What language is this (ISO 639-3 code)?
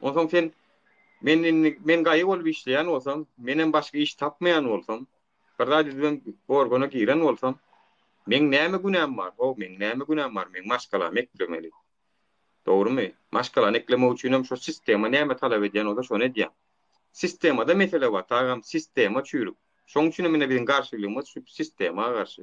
tuk